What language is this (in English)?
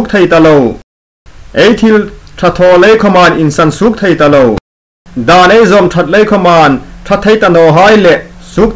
Hmar